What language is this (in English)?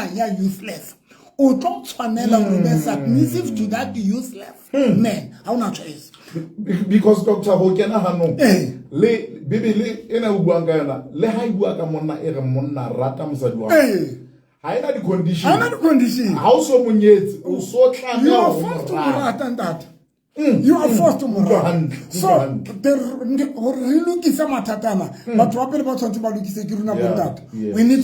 Southern Sotho